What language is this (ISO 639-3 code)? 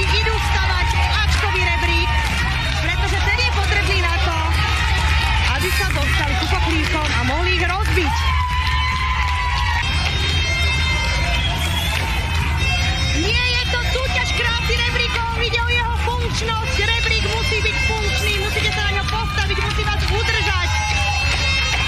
slk